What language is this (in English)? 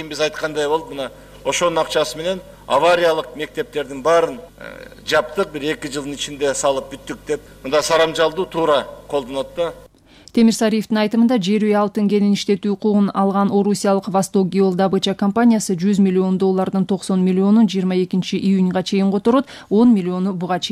Kyrgyz